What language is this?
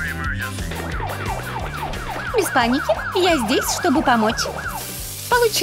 Russian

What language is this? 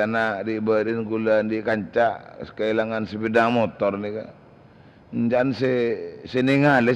Madurese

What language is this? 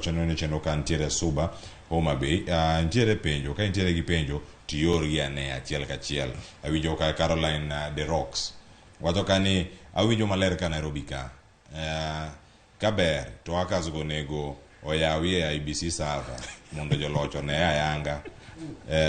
Luo (Kenya and Tanzania)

